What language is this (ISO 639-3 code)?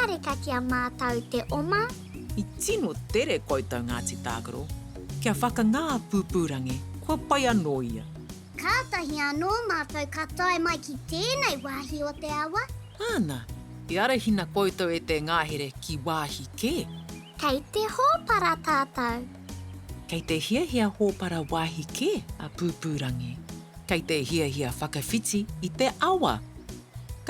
mri